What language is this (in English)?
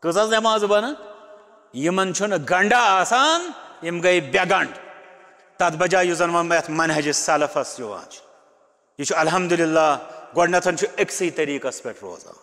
Kashmiri